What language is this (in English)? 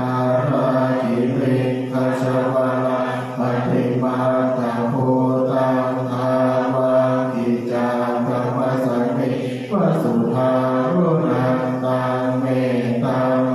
Pali